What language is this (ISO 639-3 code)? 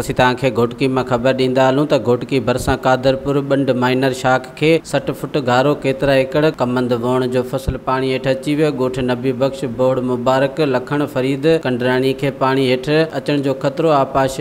snd